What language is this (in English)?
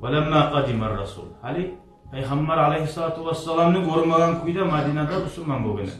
Kumyk